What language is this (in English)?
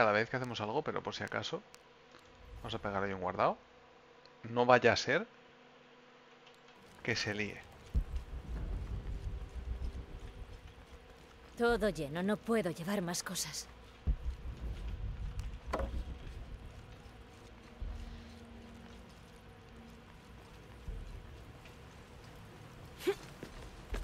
Spanish